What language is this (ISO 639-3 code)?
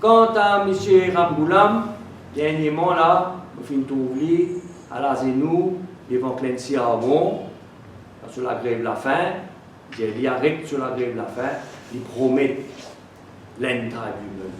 mfe